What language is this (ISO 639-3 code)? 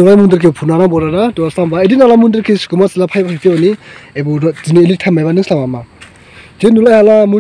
dis